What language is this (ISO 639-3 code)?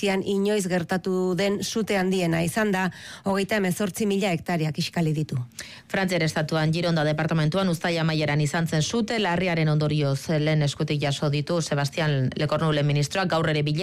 eus